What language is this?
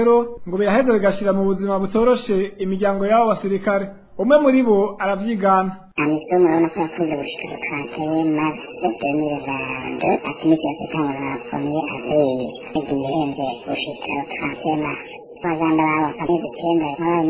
Rundi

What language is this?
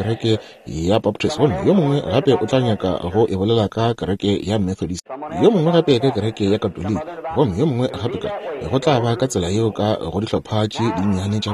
Northern Sotho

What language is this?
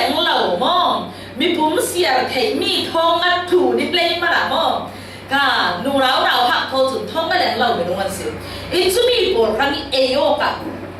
Falam Chin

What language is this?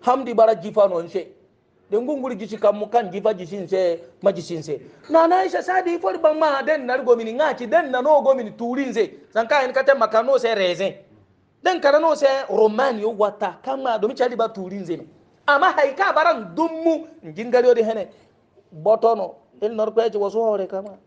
Hausa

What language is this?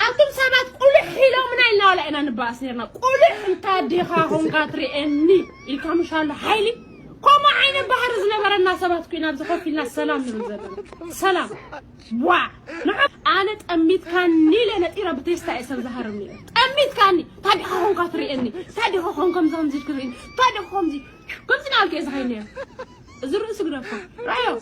Tigrinya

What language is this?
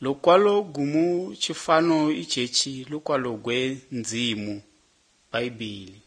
Malagasy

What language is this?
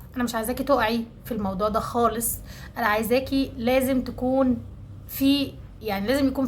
Egyptian Arabic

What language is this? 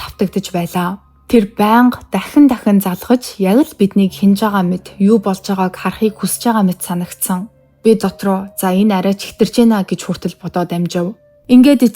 Mongolian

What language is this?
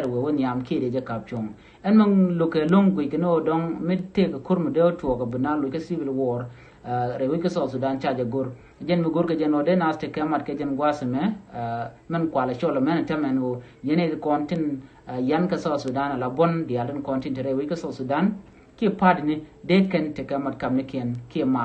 Nuer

